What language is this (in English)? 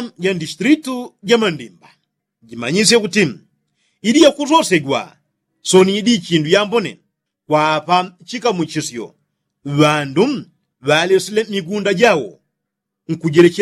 Yao